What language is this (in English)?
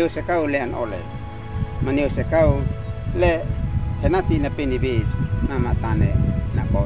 Uab Meto